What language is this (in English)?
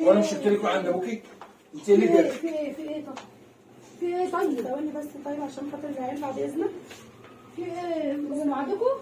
Egyptian Arabic